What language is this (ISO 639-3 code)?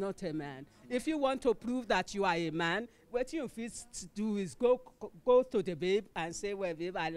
pcm